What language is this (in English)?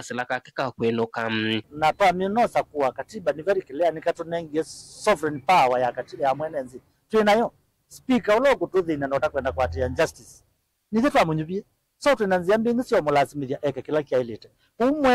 Kamba